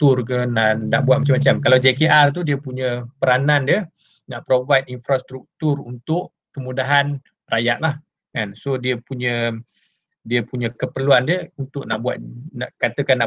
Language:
Malay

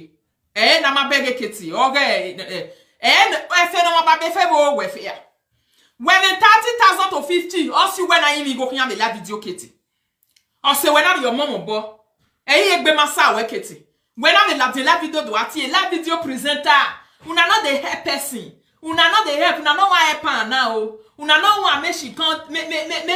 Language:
Nigerian Pidgin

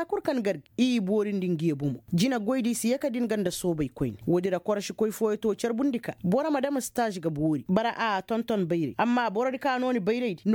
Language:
Koyraboro Senni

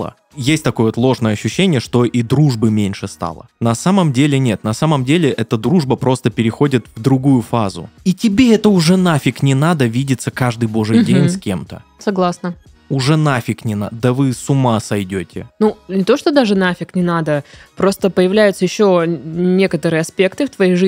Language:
Russian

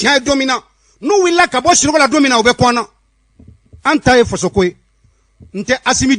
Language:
Bambara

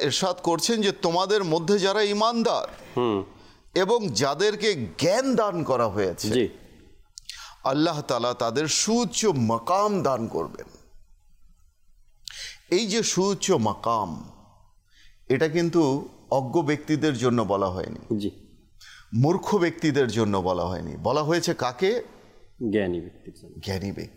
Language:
Bangla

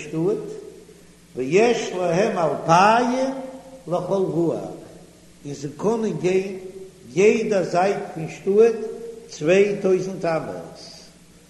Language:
Yiddish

